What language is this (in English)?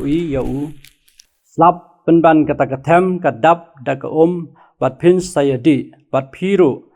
Khasi